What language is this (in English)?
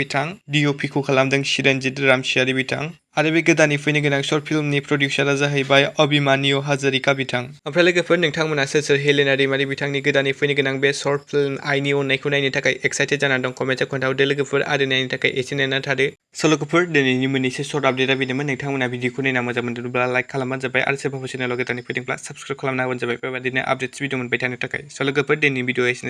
Bodo